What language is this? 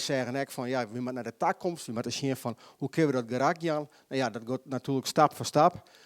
Western Frisian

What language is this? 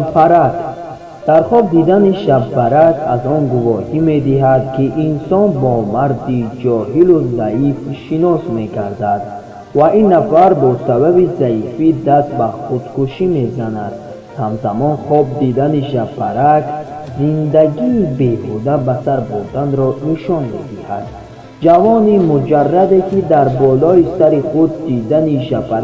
Tajik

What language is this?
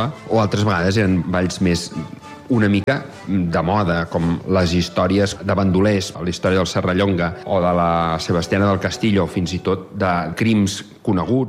Catalan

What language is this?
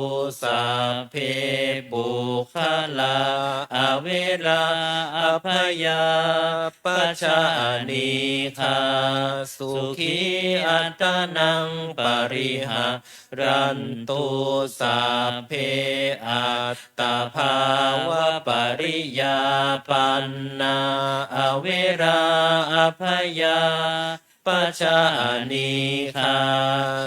Pali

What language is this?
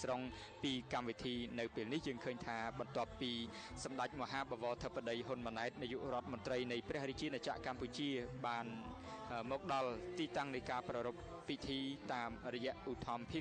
Khmer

